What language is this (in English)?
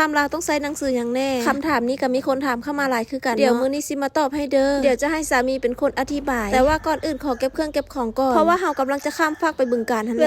Lao